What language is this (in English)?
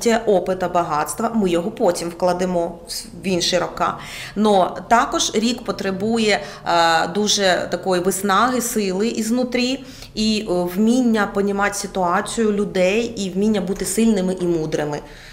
Ukrainian